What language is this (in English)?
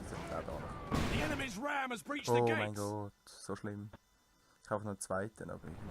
Swiss German